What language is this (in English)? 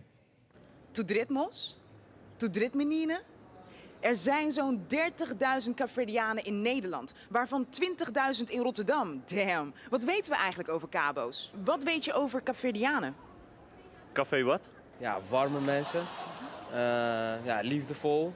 Dutch